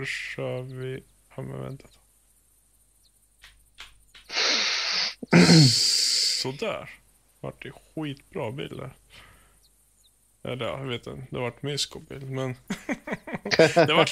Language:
Swedish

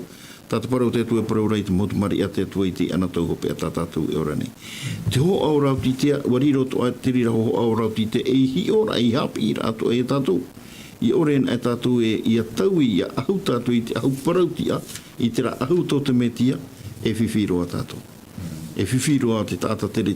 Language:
Tahitian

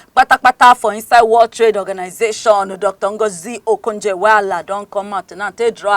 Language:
Nigerian Pidgin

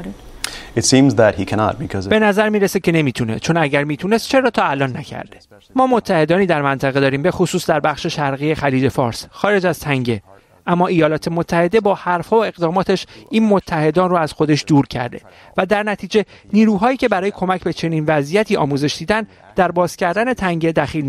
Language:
Persian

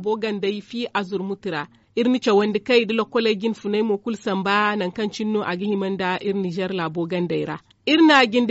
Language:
Zarma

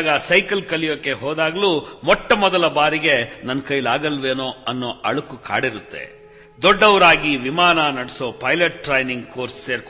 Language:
Kannada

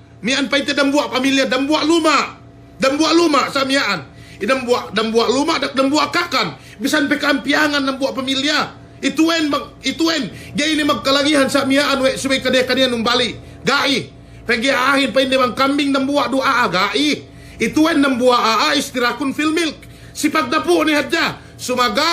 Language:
Yakan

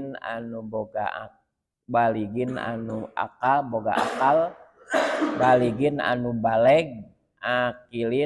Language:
Sundanese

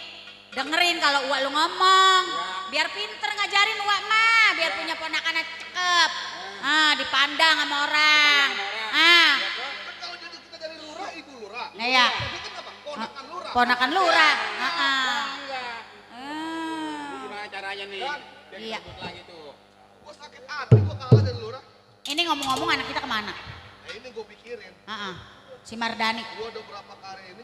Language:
Betawi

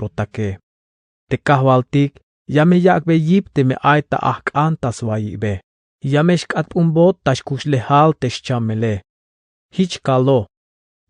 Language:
Tzeltal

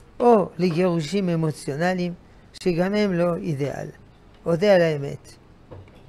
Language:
Hebrew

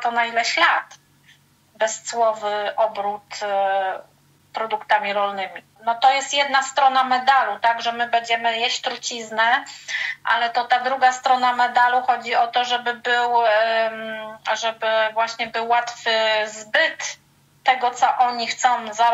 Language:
Polish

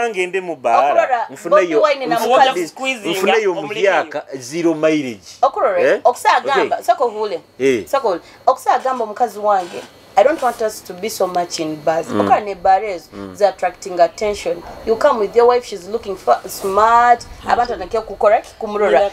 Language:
Nyoro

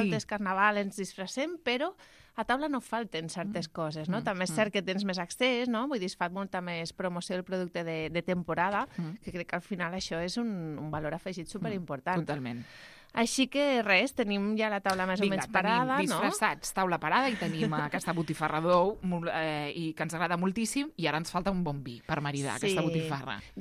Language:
Catalan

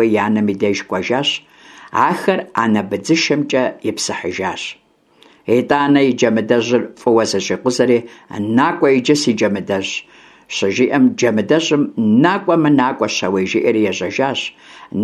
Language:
Kabardian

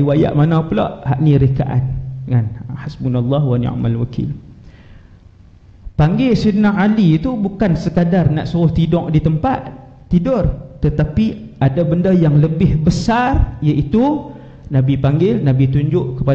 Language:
Malay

